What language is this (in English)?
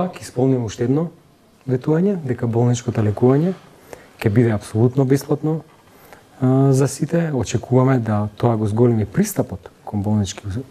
Macedonian